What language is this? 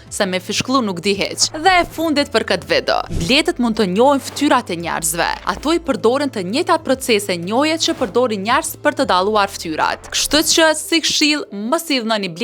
Albanian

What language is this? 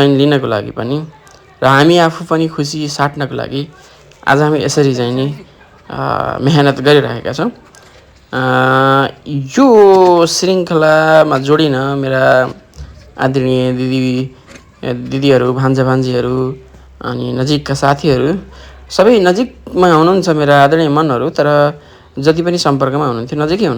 Nepali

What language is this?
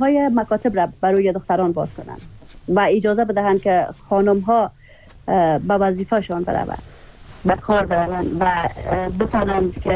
Persian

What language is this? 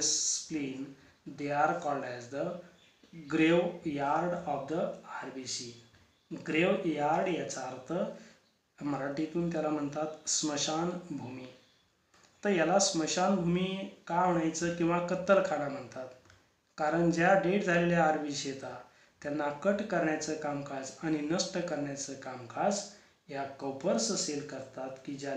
Marathi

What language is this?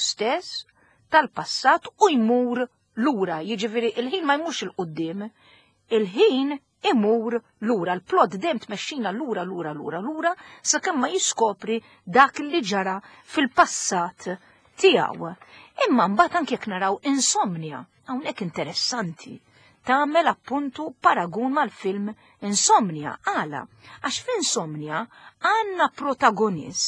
Maltese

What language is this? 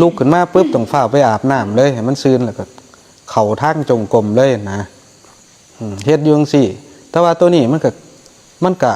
Northeastern Thai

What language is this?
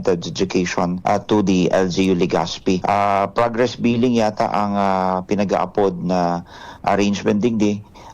Bikol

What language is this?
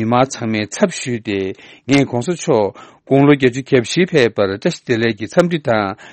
Tibetan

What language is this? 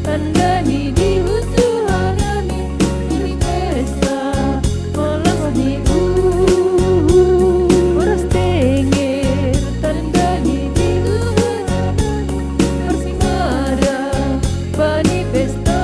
Batak Simalungun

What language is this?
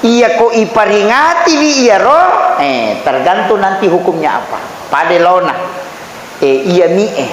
Buginese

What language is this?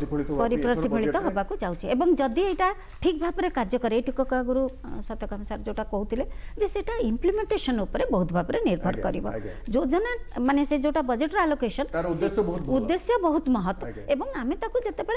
Odia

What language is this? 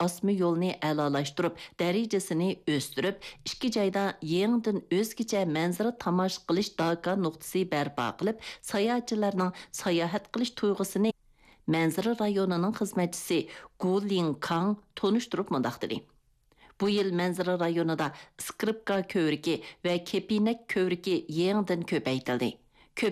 Uyghur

